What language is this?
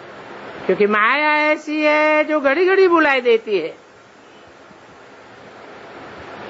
Hindi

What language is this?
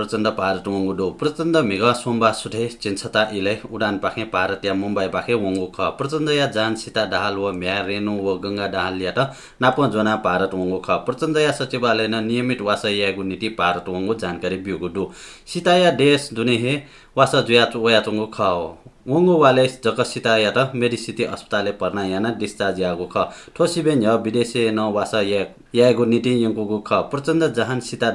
Newari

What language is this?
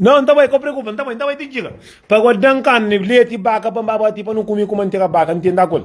Kabuverdianu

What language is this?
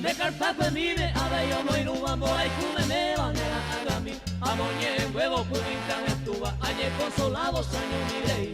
Guarani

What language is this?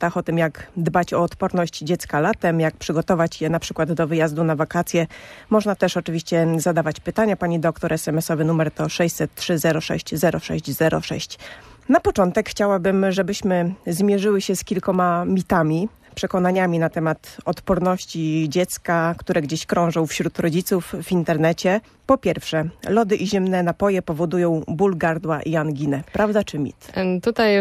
Polish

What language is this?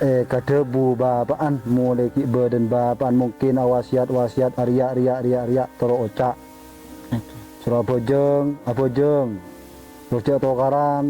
Madurese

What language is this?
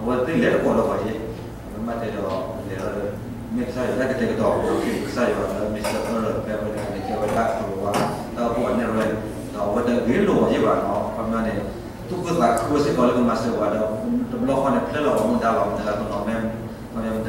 S'gaw Karen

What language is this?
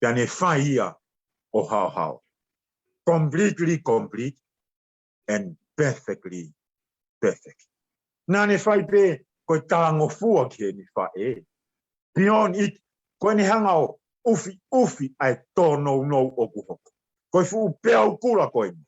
Tongan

